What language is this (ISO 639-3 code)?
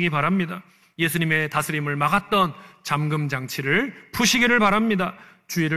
kor